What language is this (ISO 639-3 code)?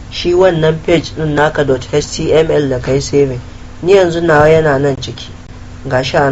hau